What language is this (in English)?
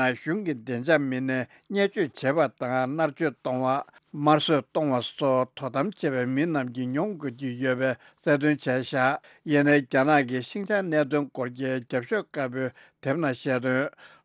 Tibetan